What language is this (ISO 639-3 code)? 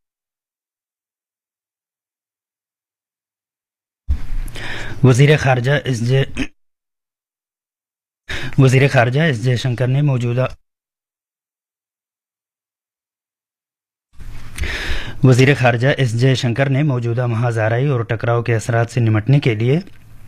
urd